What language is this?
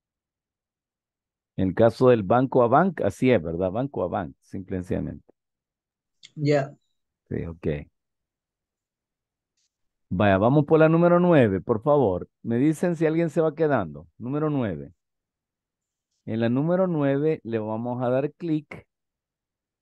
Spanish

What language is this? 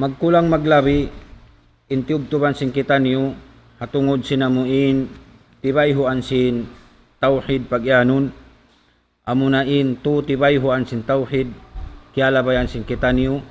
Tausug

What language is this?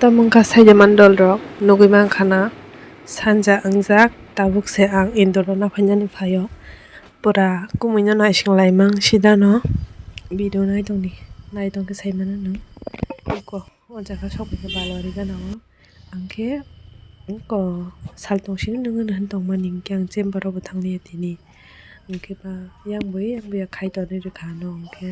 Kok Borok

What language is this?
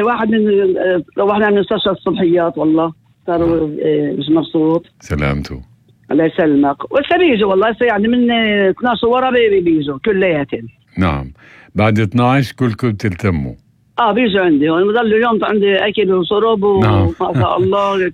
North Levantine Arabic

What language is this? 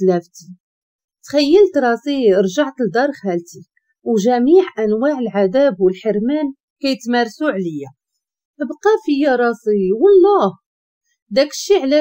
Moroccan Arabic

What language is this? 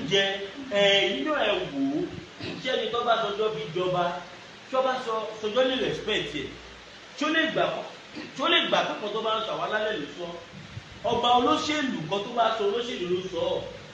Yoruba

